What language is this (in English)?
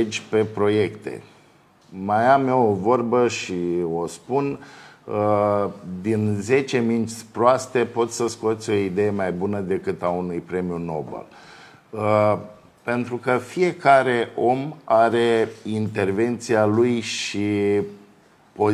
Romanian